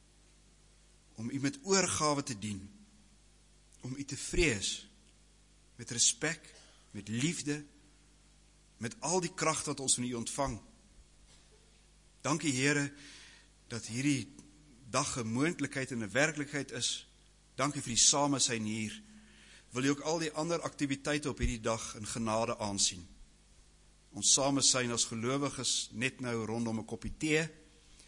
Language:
Afrikaans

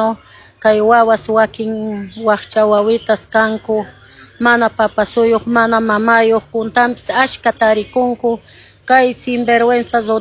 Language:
Quechua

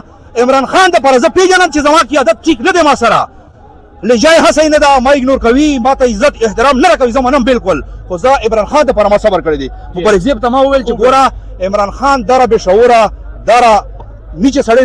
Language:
Pashto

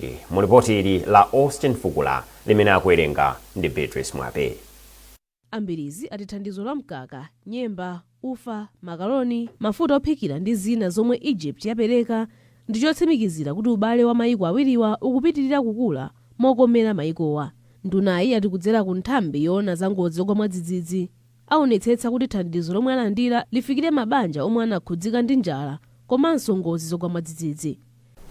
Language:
Nyanja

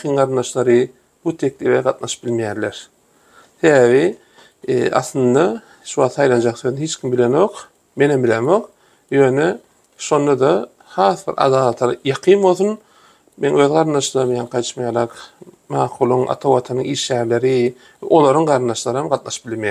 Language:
Turkmen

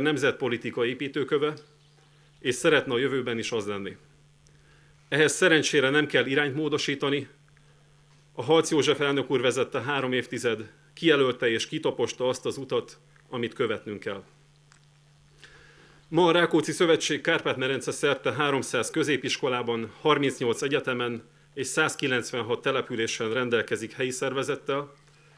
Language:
Hungarian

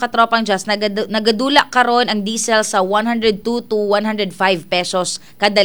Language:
Cebuano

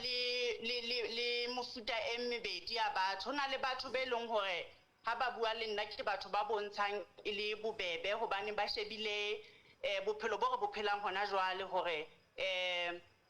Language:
Southern Sotho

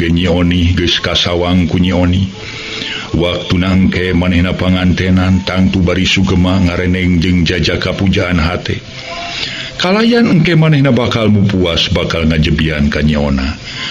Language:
Sundanese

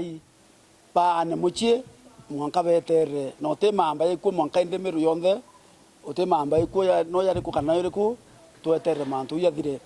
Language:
Meru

